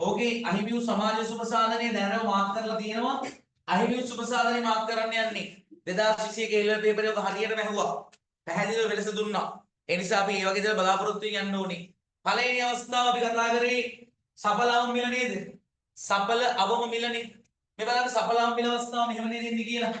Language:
Sinhala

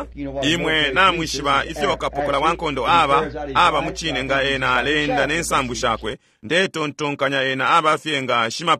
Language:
Bemba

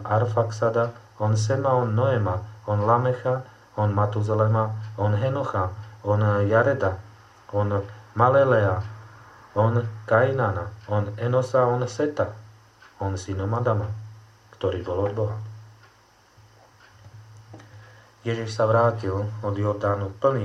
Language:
Slovak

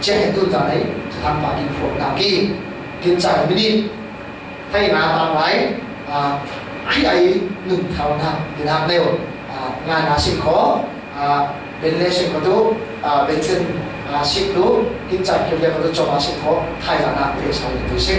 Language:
Falam Chin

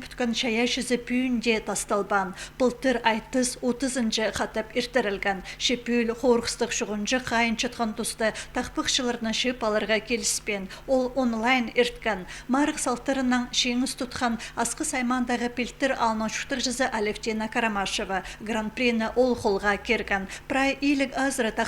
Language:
Khakas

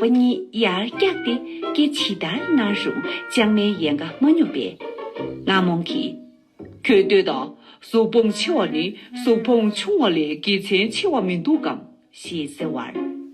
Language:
Tibetan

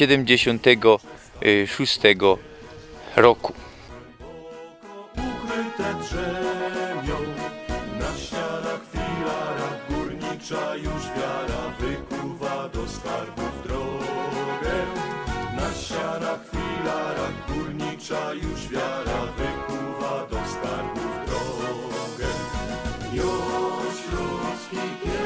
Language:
Silesian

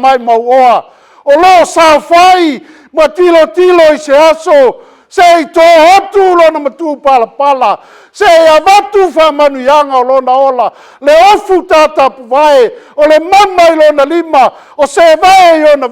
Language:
Samoan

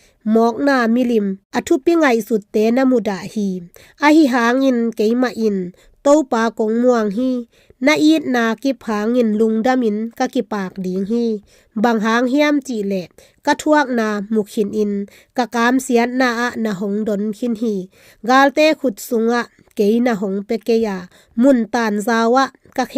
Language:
Tedim Chin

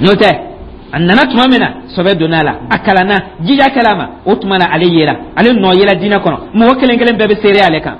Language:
Dyula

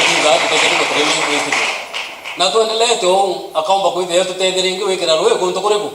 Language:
Meru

